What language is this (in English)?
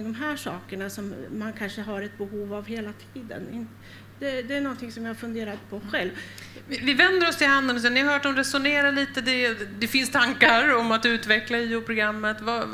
Swedish